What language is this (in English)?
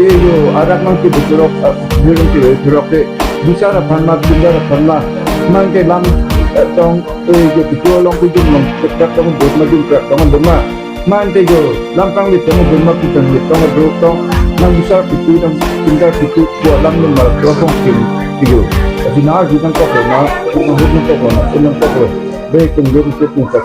Karbi